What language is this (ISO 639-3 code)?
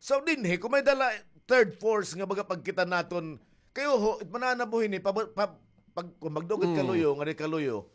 war